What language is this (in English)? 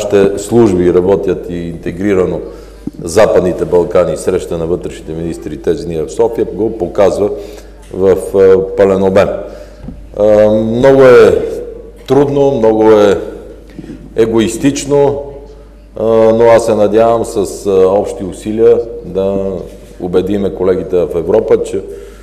Bulgarian